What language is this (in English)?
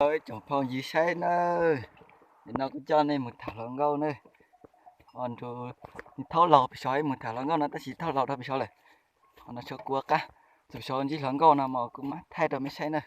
Hmong